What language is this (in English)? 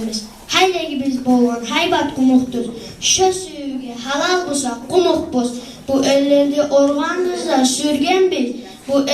Kumyk